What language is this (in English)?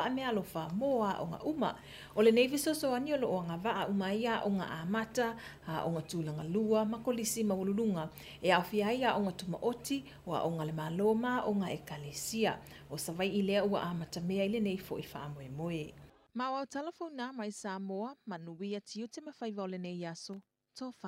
Samoan